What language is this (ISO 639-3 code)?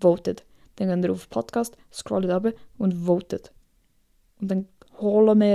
gsw